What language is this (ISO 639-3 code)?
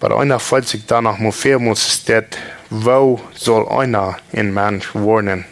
pdt